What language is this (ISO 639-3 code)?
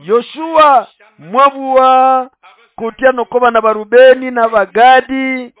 nnb